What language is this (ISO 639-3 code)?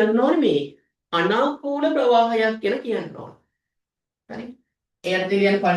sin